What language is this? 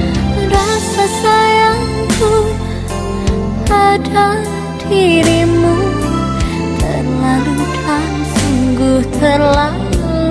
Indonesian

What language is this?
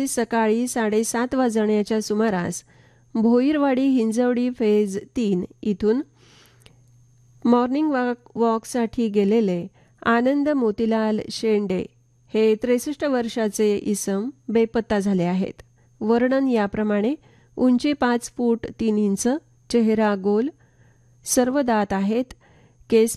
Marathi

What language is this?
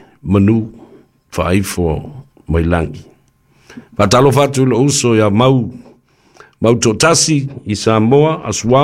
Samoan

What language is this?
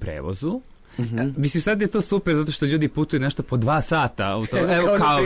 Serbian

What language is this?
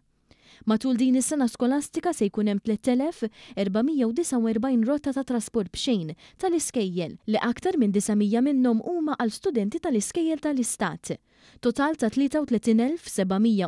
Maltese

